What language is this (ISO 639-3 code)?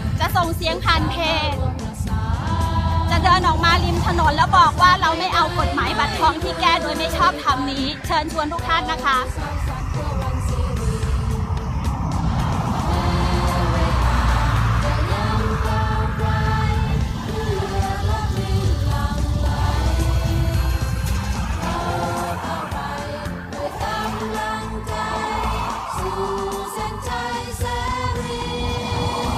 tha